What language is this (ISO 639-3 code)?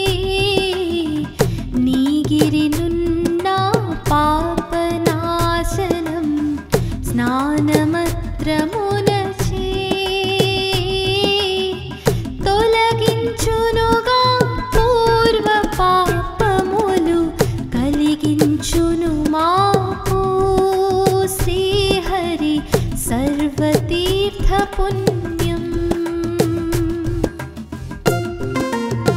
tel